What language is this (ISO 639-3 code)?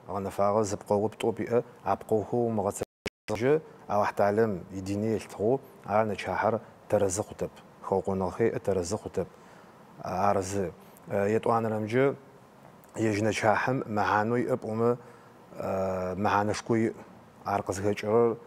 ady